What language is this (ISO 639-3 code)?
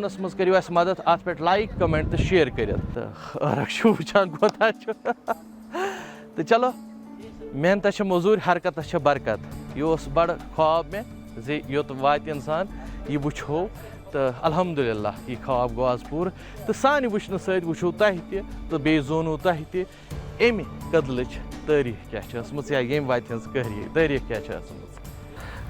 kas